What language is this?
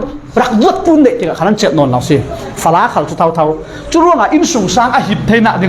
Falam Chin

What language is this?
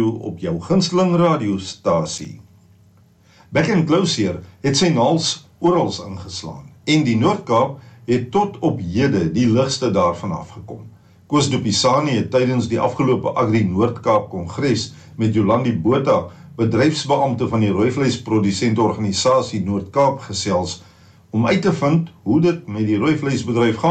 Afrikaans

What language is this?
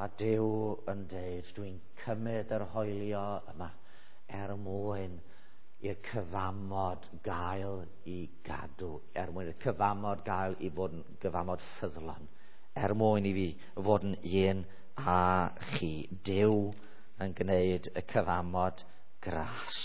Welsh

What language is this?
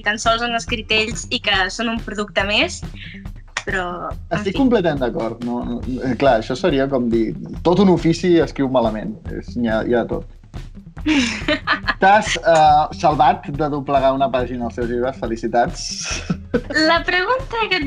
Catalan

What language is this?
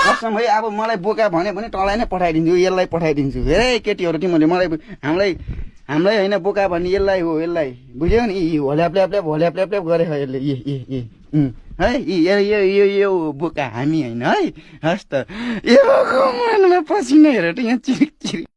Nepali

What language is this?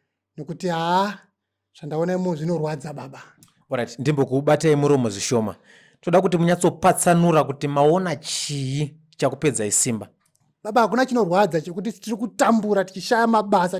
Shona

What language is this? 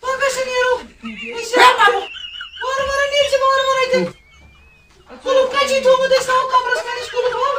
Kashmiri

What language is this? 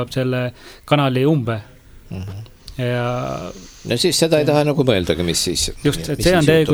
Estonian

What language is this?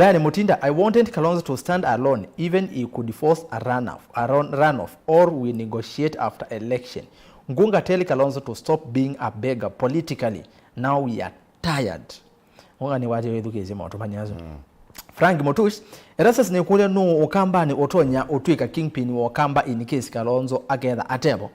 Kamba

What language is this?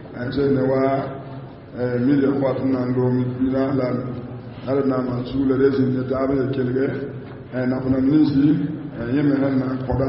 Mossi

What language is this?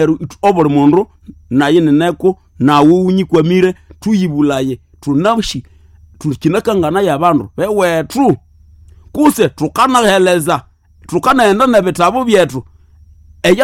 Nande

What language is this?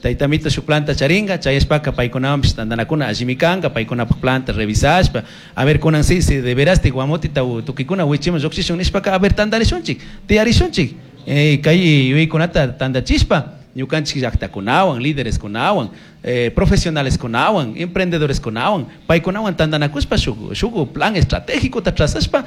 Chimborazo Highland Quichua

